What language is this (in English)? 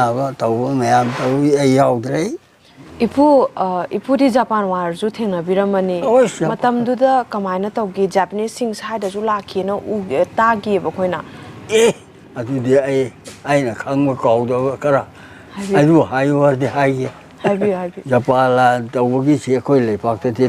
Manipuri